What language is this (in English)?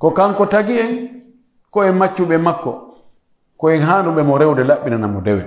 Pular